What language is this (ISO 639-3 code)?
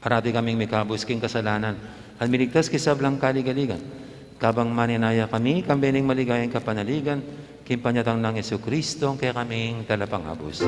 pam